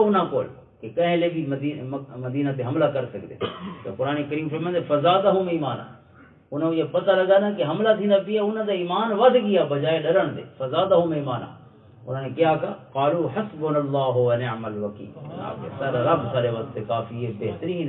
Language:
Western Panjabi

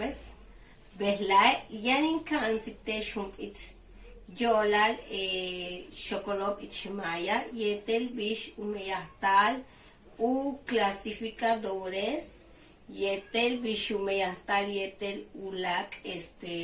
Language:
Yucateco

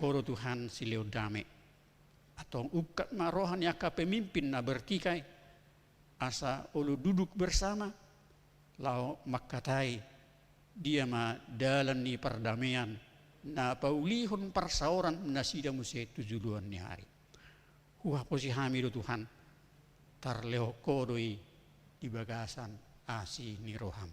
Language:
Batak Toba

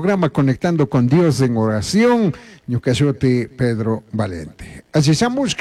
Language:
Chimborazo Highland Quichua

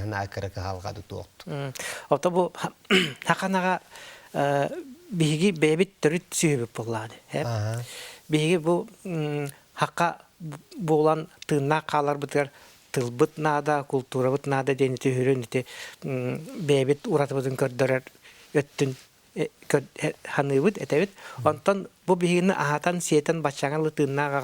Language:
Yakut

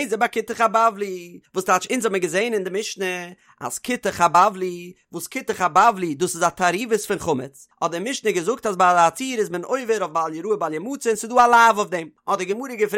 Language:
Yiddish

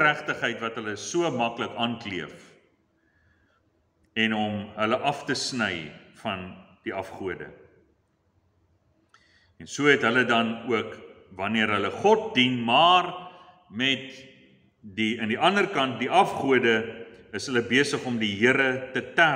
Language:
Afrikaans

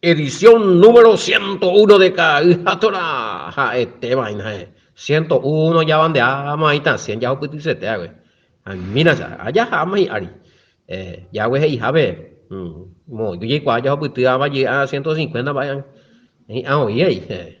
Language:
Guarani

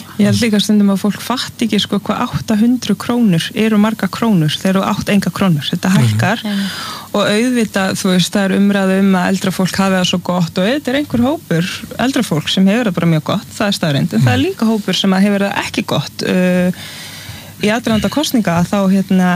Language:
Icelandic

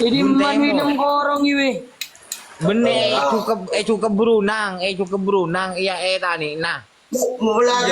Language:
Madurese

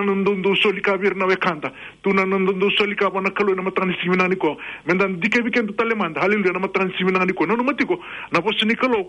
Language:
Fijian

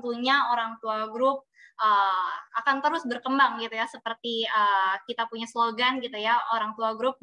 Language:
Indonesian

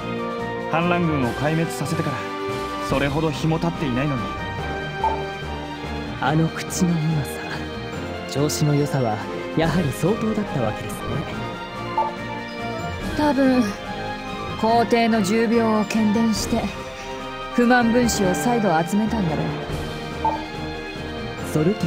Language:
Japanese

